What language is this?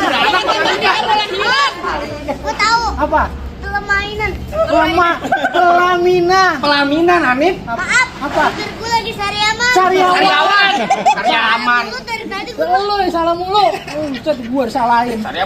Betawi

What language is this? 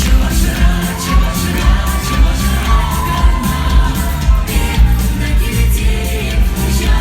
Chuvash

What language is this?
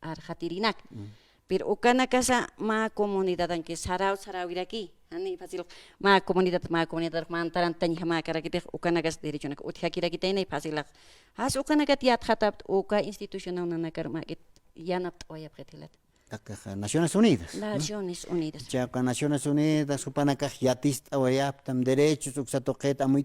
Aymara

